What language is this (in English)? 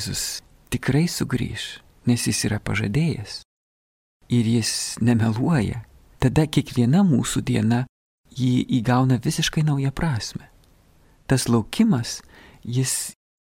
Lithuanian